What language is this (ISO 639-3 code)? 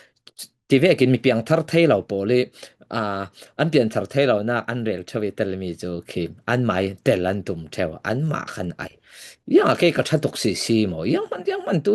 cfm